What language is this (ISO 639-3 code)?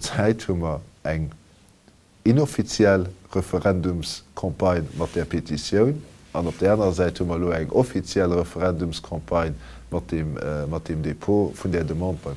ltz